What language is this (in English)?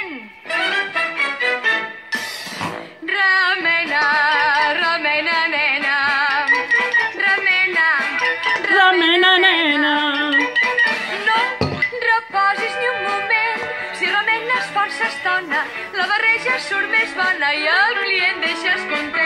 Catalan